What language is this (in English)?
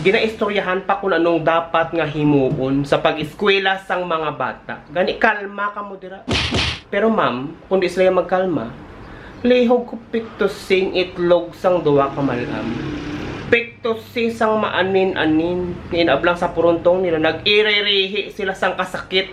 Hiligaynon